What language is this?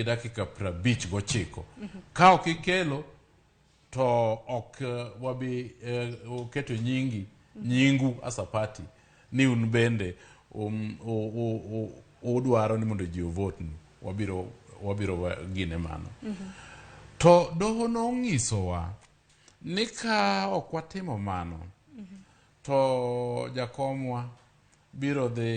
Luo (Kenya and Tanzania)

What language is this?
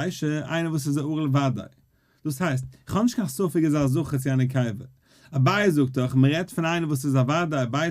Yiddish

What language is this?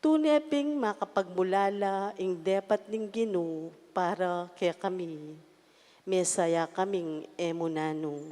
Pampanga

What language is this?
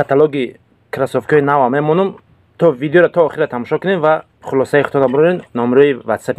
Tajik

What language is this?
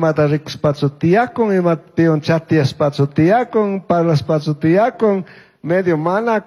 Chimborazo Highland Quichua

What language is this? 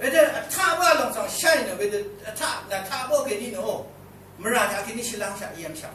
Rawang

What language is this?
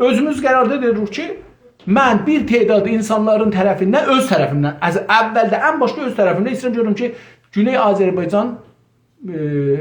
South Azerbaijani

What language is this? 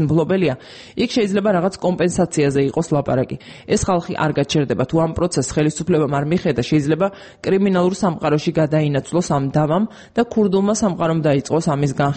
Georgian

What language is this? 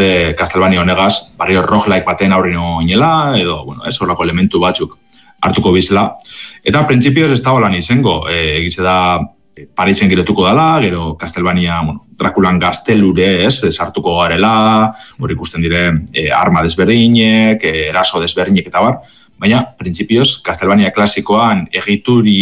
Basque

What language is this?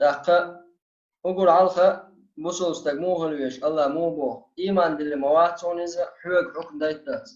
Chechen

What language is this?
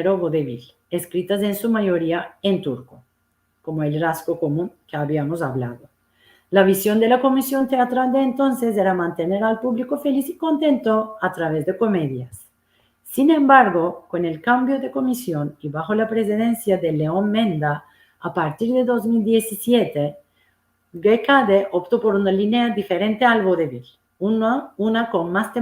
Ladino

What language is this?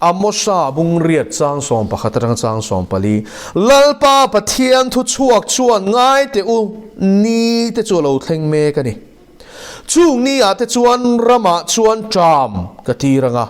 Mizo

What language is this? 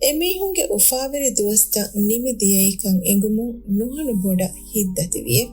Divehi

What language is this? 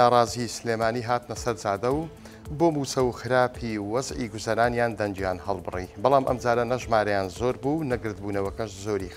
Central Kurdish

